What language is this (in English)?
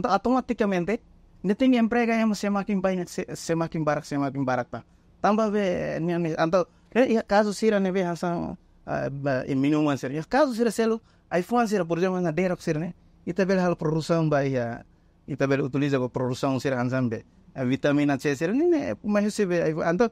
Tetum